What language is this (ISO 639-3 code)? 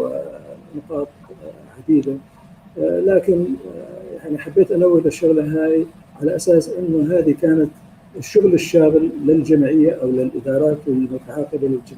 apc